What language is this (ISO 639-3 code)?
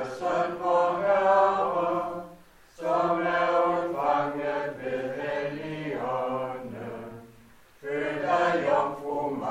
dan